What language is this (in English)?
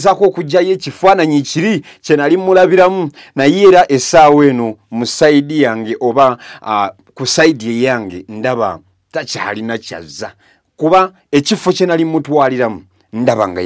Ganda